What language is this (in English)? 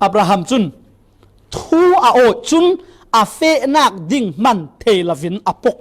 Falam Chin